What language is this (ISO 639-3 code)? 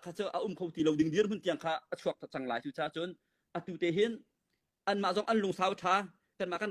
cnh